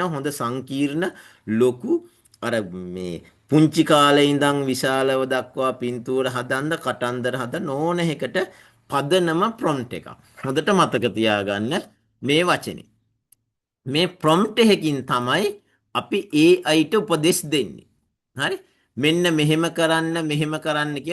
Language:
Sinhala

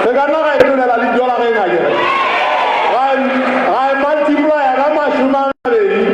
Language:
Southern Sotho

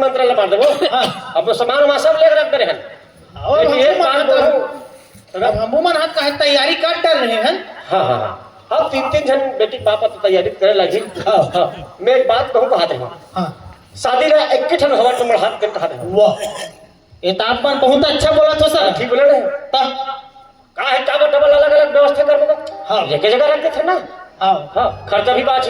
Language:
Chhattisgarhi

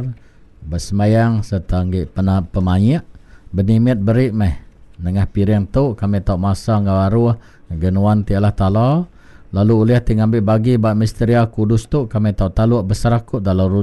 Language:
Iban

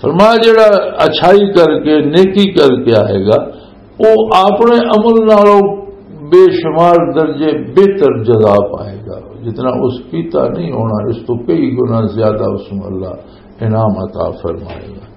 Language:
Western Panjabi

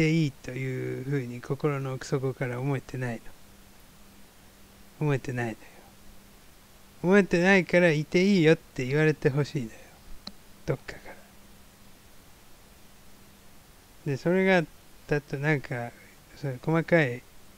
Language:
Japanese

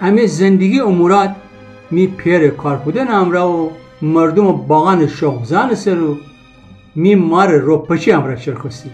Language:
Gilaki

